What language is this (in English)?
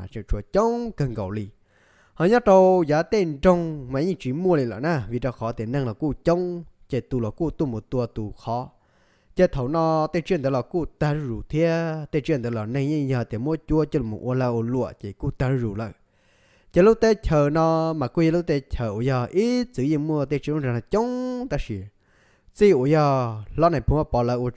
Hmong